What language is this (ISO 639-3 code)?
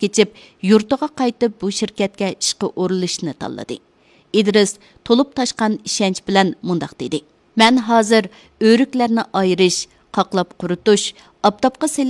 uig